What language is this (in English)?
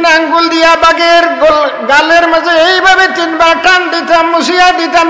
Sylheti